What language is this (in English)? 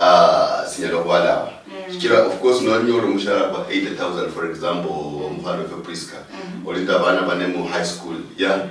Luyia